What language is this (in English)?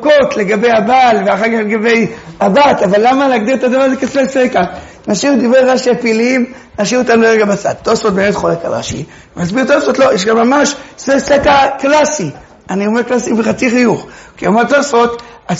Hebrew